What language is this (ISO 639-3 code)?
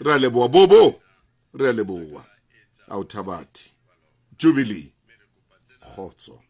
sot